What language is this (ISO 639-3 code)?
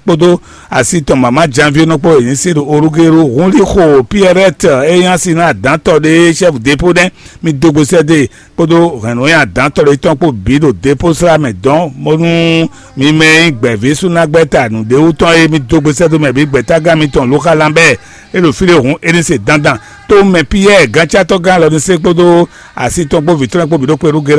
fon